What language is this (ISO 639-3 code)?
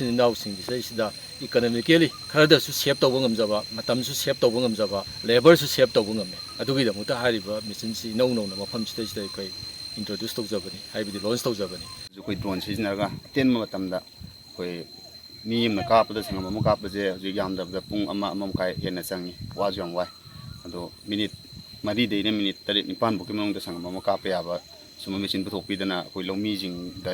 mni